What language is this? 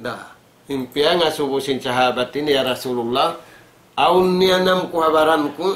Tausug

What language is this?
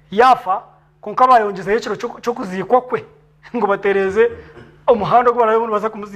Nyankole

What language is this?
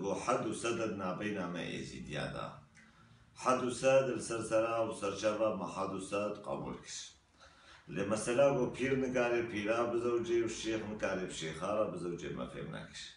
Kurdish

